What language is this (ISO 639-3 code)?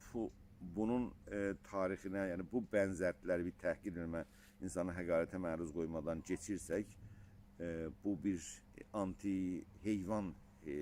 azb